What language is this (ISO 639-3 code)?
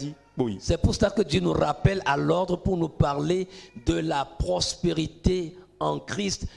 ewe